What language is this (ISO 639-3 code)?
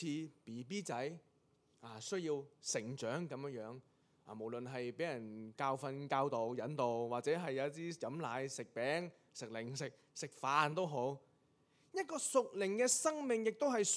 yue